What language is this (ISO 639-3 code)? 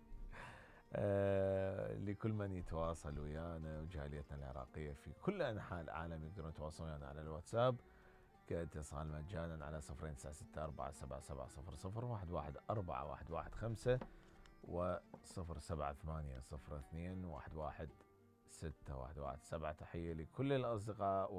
acm